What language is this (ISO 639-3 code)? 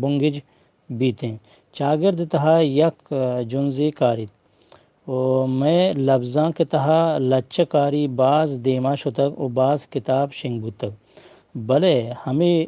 bgp